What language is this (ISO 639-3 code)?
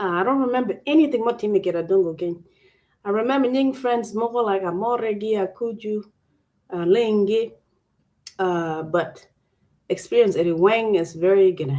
ach